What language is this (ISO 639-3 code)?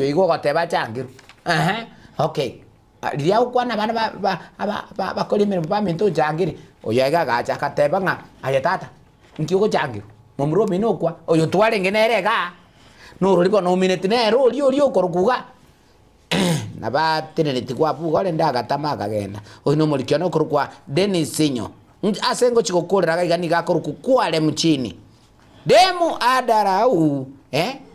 guz